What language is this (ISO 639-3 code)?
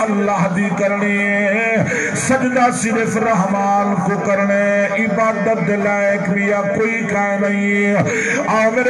skr